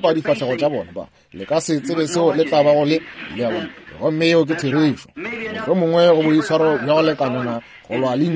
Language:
Northern Sotho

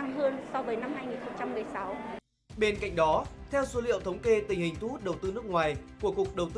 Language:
Vietnamese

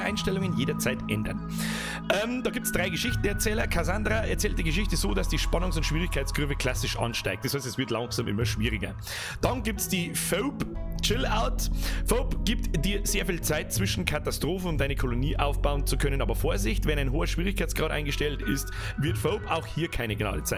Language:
Bavarian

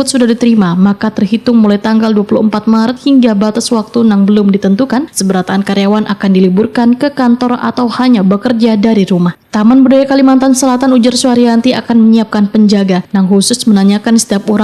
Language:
Banjar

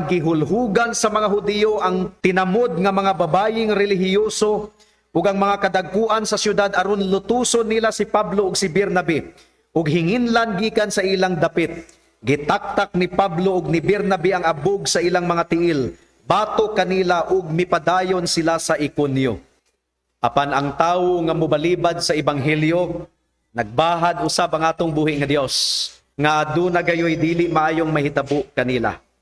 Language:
Cebuano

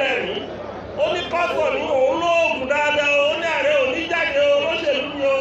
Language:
Yoruba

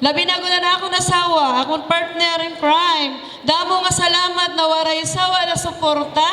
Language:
Waray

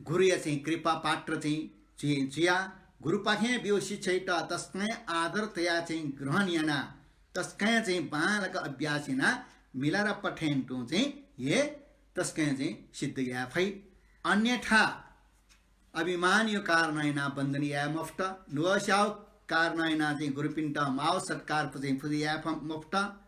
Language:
Newari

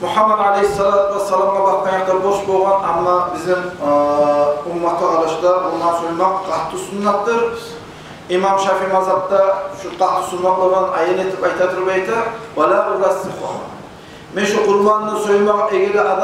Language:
Kumyk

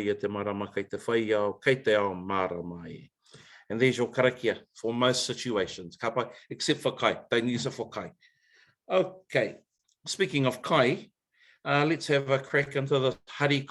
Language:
Māori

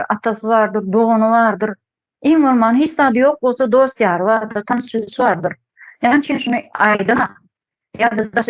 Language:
Turkmen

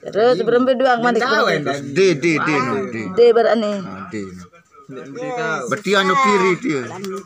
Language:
Sasak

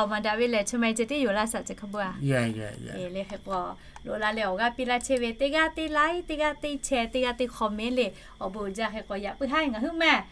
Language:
Lahu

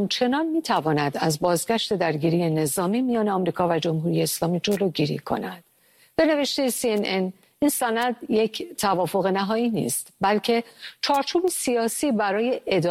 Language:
Persian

